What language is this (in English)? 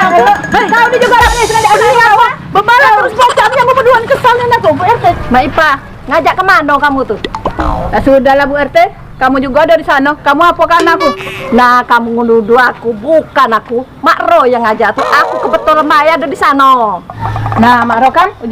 Musi